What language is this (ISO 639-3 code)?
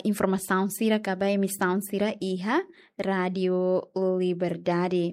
tet